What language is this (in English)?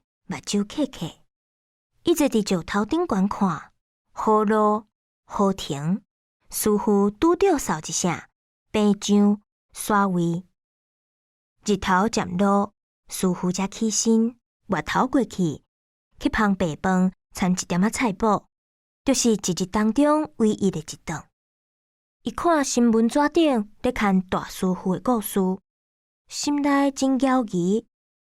Min Nan Chinese